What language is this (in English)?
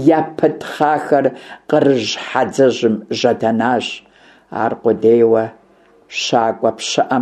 Kabardian